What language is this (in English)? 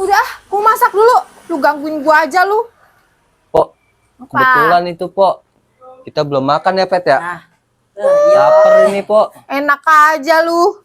Betawi